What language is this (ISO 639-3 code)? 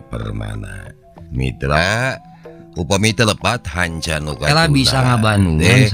sun